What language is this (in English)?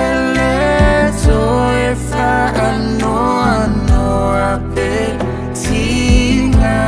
Samoan